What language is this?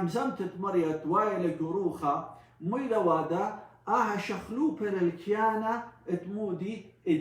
Assyrian Neo-Aramaic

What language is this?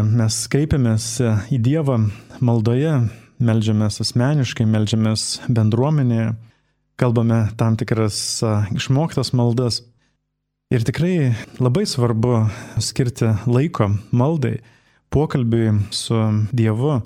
Lithuanian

